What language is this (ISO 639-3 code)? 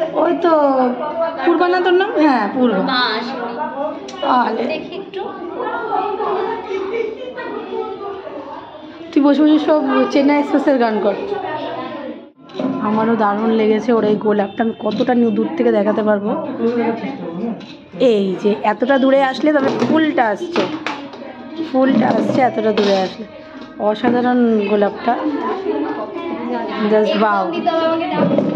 ben